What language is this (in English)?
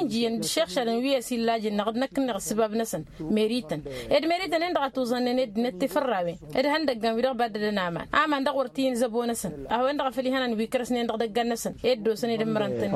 Tamasheq